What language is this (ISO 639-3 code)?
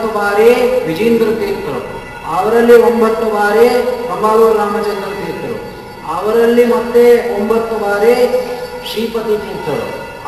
kan